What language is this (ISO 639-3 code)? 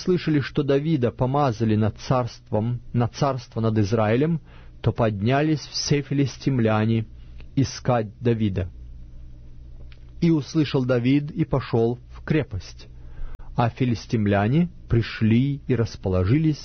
rus